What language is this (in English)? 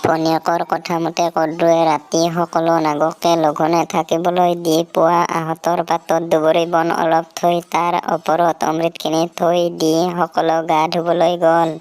Assamese